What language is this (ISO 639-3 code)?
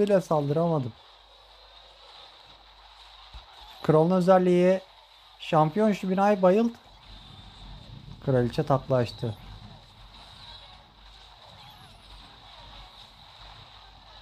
tur